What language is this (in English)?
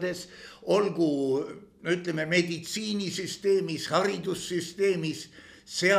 Estonian